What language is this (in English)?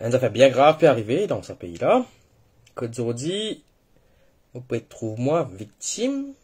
Morisyen